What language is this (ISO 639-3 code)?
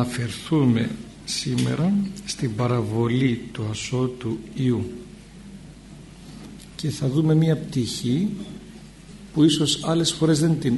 ell